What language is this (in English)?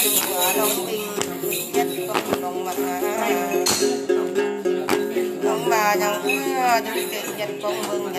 Vietnamese